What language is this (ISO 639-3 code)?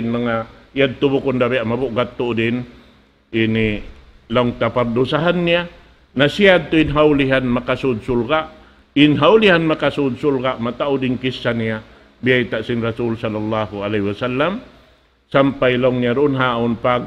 tsg